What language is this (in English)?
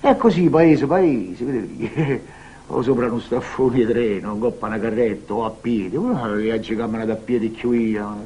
Neapolitan